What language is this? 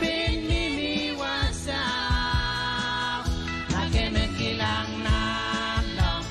Pohnpeian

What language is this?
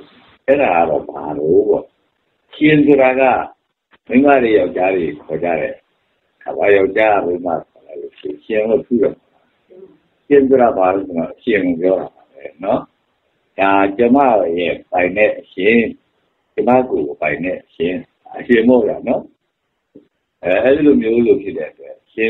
Burmese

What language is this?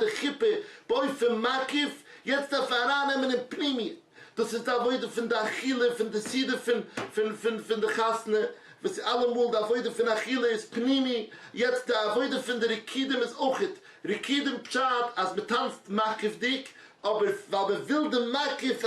Yiddish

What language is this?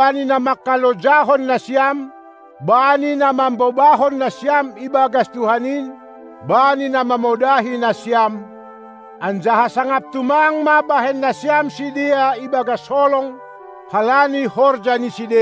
Batak Simalungun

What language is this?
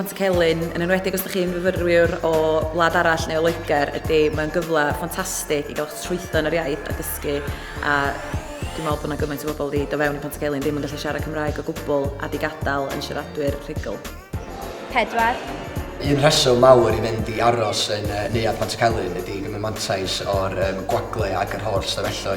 Welsh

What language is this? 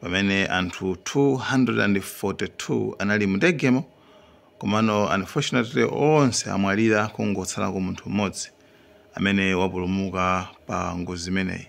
Nyanja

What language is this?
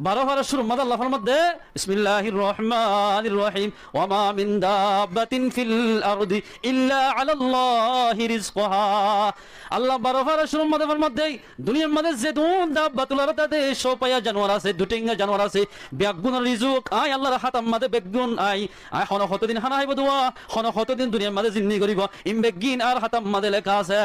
Rohingya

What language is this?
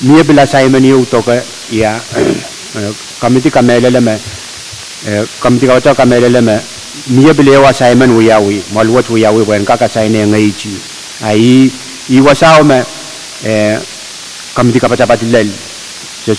Pohnpeian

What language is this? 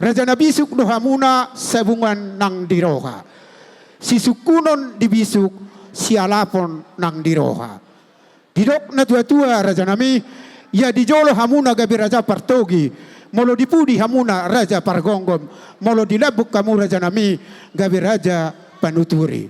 Batak Toba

